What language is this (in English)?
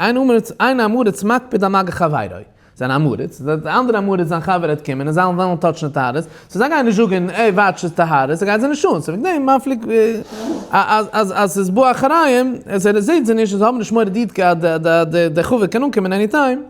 Yiddish